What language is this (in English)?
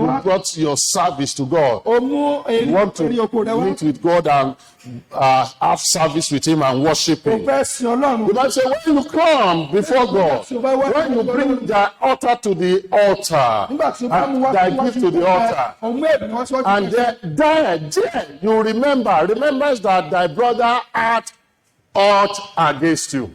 Yoruba